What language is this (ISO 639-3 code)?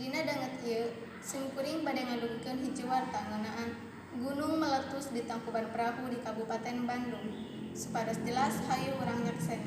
sun